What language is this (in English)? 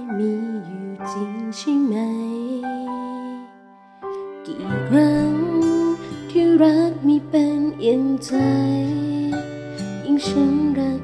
Thai